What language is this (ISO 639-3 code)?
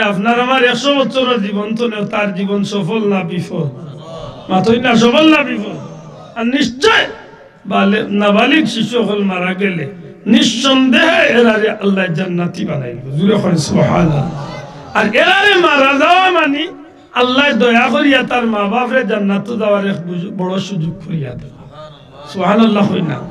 syl